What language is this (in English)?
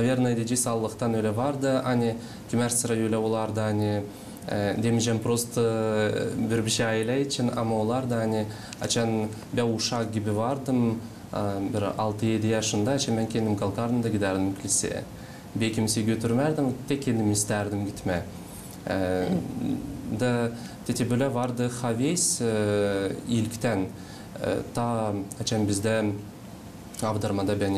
Gagauz